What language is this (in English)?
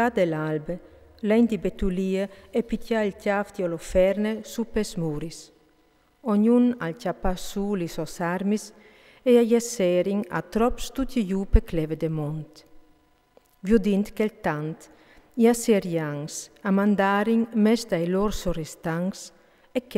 Friulian